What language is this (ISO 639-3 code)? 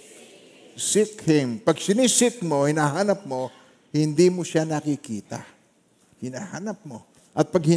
fil